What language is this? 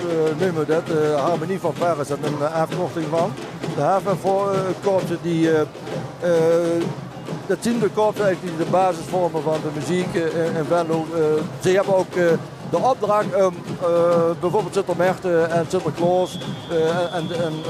Limburgish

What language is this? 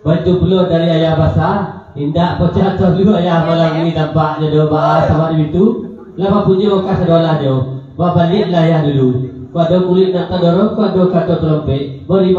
Minangkabau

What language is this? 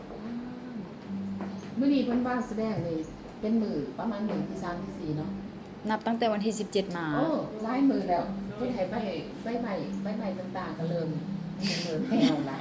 Lao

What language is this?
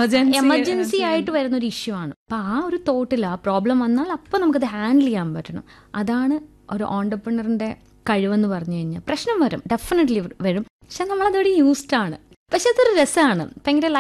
Malayalam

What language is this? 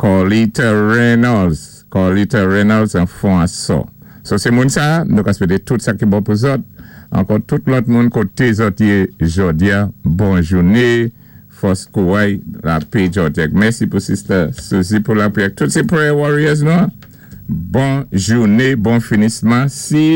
Saint Lucian Creole French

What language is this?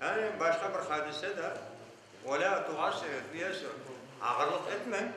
Crimean Tatar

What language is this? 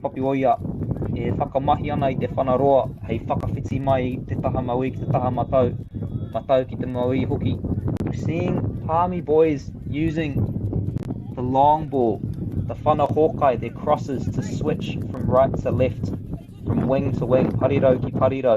Māori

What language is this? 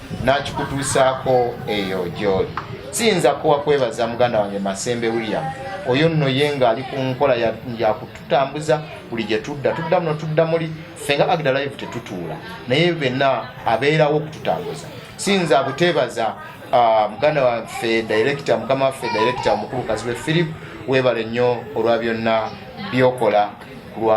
Ganda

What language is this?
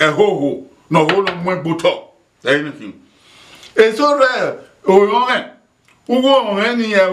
Bini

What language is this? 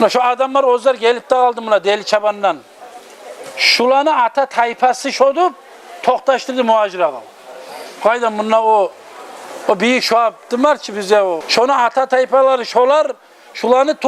Kumyk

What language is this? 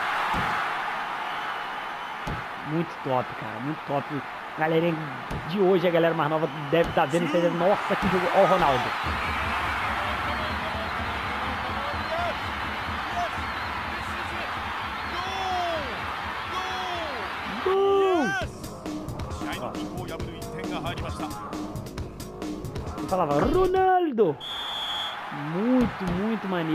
Portuguese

